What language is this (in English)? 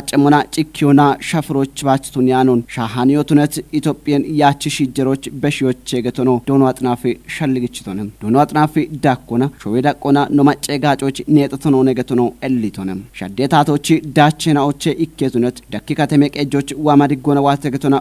Kafa